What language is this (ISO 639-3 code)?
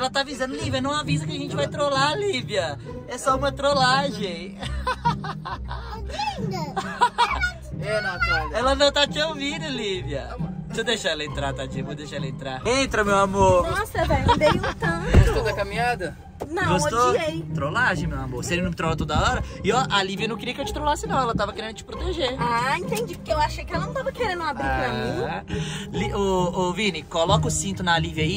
por